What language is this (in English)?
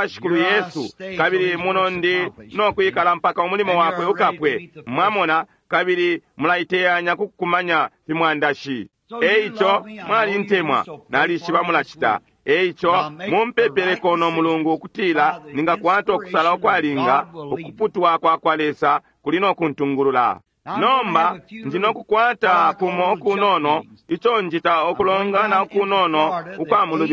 Bemba